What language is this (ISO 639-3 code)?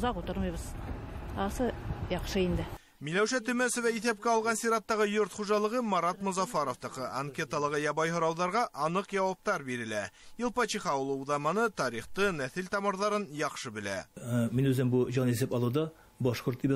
bak